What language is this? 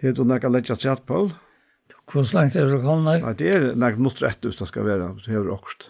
Faroese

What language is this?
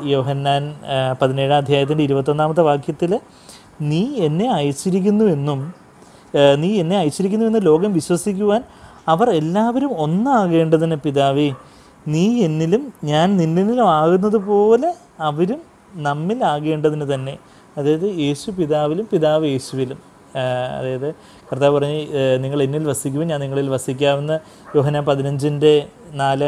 Malayalam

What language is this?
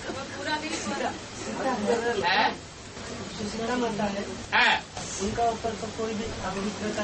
Hindi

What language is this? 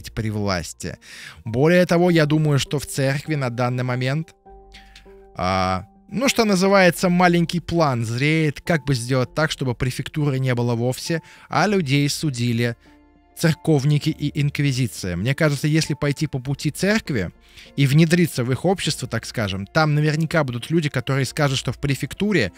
Russian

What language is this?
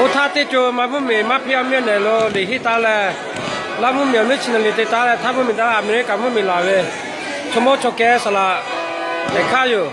Lahu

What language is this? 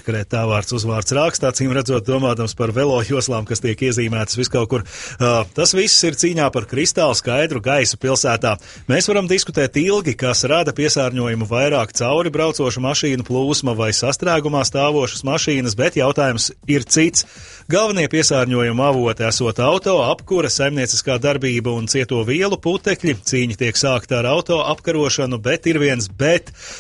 Latvian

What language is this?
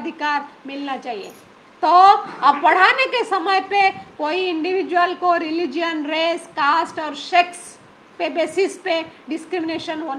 Hindi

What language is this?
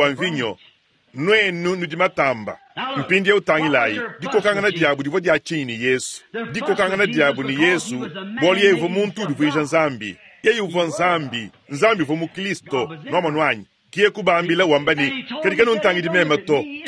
Luba-Lulua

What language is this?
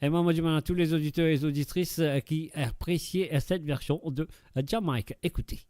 Morisyen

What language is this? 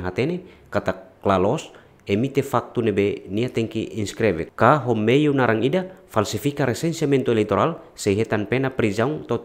Tetum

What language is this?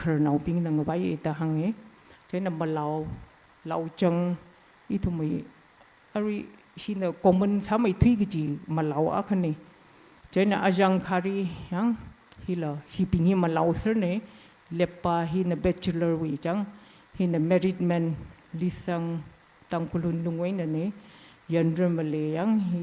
Tangkhul Naga (India)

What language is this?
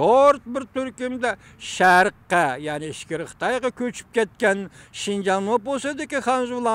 Uyghur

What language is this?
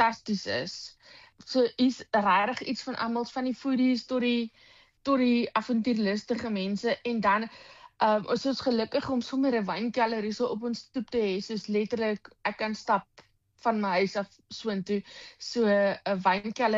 Afrikaans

